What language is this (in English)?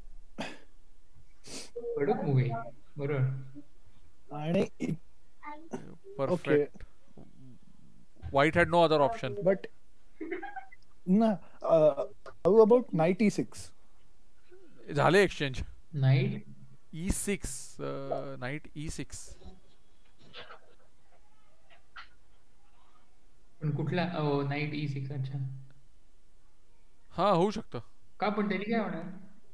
Marathi